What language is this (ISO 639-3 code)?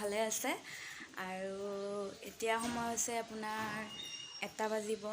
asm